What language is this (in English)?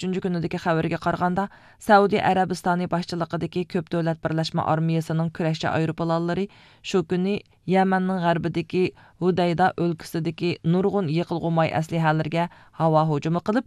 Uyghur